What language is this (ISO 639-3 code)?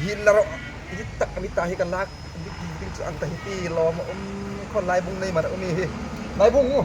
hmr